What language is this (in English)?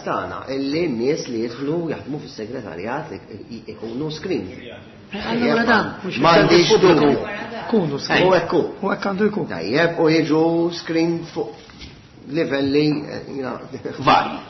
Maltese